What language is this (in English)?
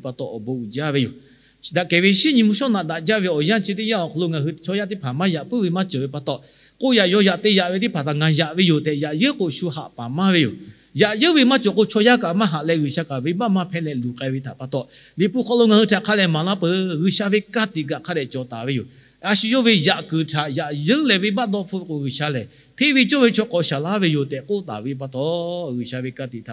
Lahu